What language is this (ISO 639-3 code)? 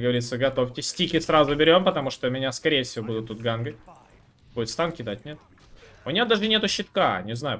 rus